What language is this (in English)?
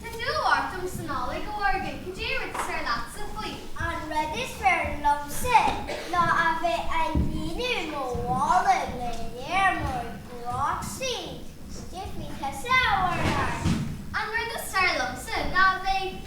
Irish